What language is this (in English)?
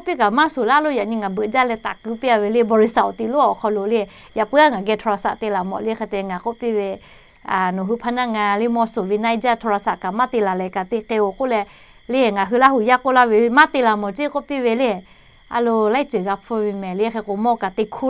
Lahu